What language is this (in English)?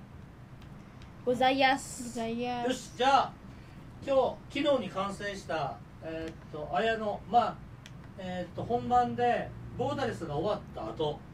Japanese